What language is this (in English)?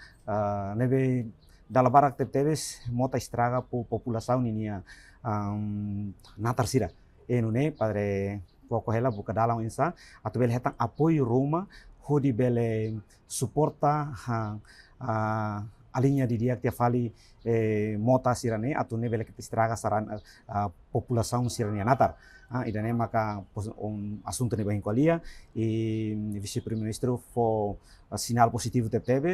Tetum